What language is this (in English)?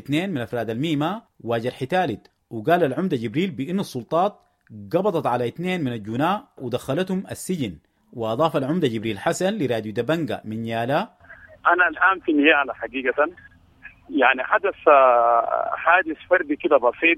Sudanese Arabic